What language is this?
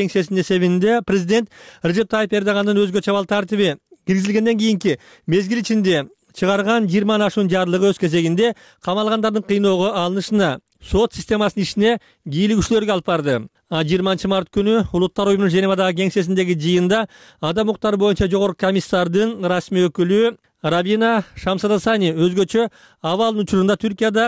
Kyrgyz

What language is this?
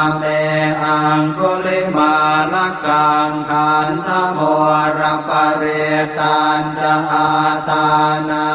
Pali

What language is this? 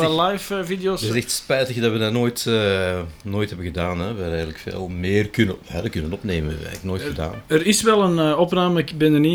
Dutch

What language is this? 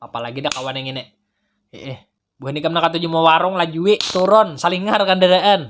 Banjar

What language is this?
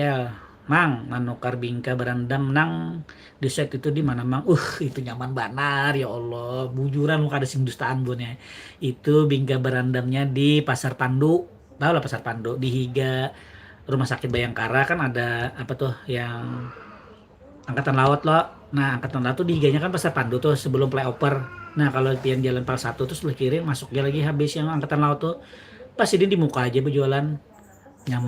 Banjar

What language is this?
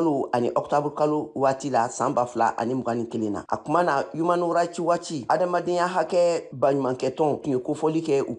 Bambara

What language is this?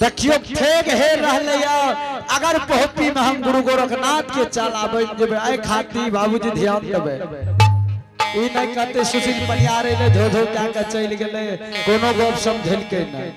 Angika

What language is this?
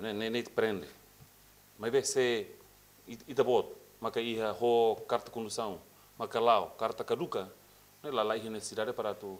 Tetum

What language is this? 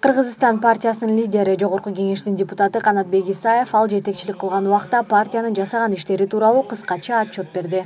Kyrgyz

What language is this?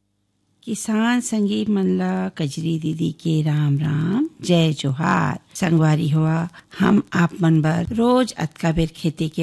Chhattisgarhi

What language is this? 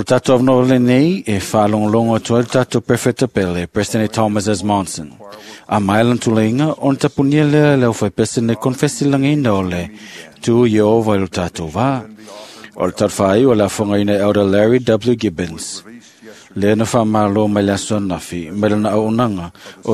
Samoan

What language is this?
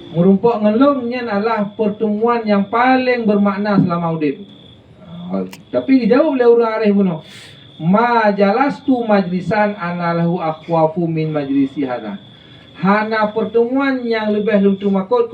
Achinese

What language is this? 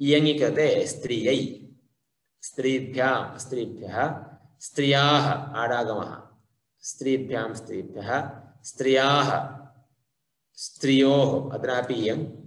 Sanskrit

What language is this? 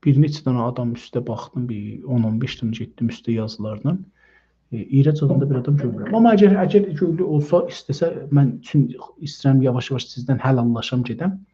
South Azerbaijani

